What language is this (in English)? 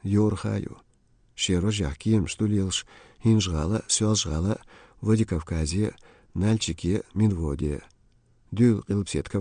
Chechen